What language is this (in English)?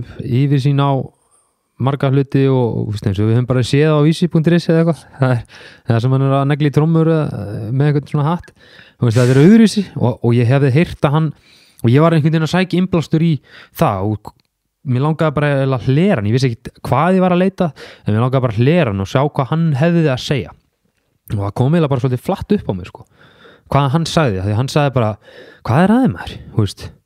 Icelandic